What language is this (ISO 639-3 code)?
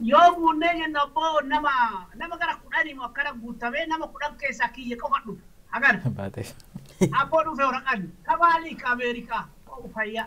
orm